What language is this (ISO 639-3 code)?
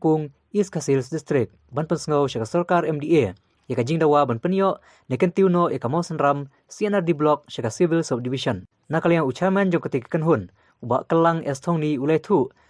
kha